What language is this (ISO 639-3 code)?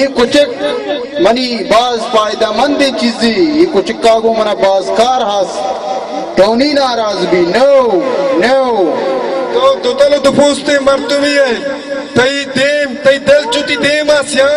bal